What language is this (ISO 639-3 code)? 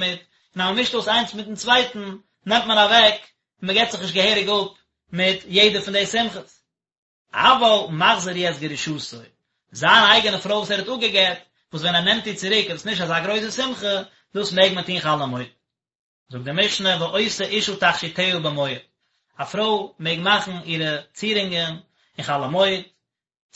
yid